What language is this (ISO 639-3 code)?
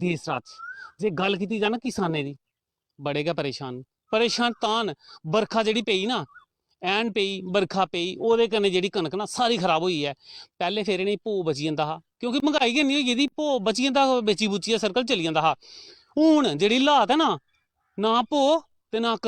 doi